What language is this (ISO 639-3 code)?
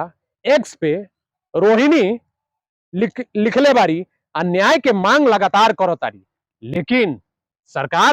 bho